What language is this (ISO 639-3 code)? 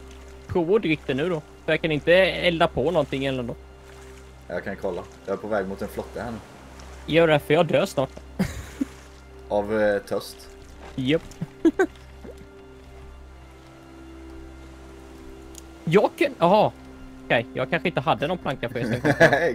swe